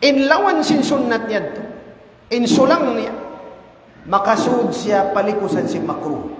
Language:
Tausug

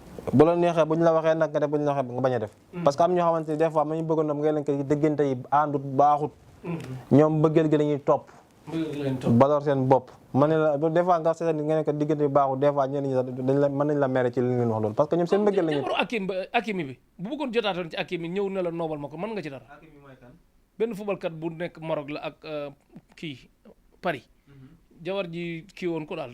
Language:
Wolof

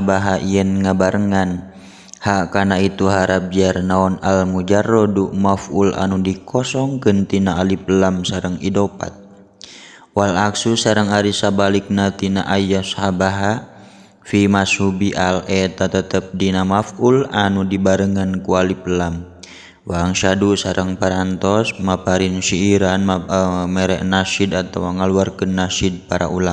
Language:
Sundanese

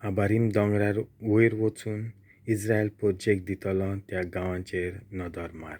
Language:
Konkani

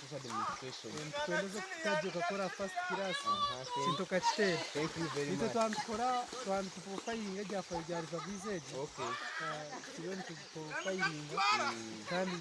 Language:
Nyankole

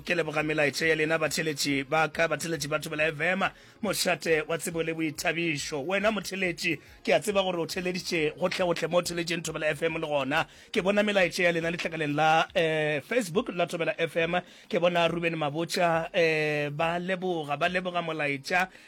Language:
Northern Sotho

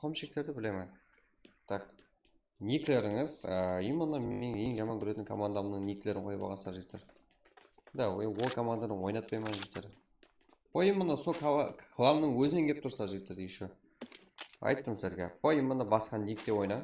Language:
Kara-Kalpak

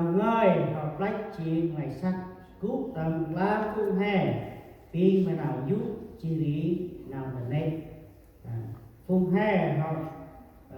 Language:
Central Mnong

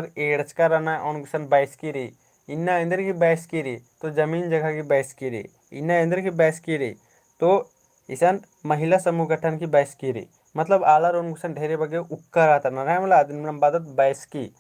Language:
Kurukh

